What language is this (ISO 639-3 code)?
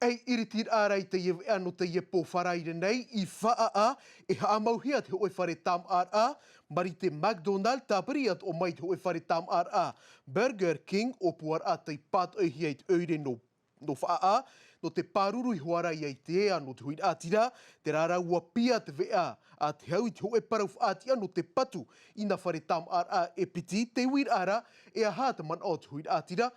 tah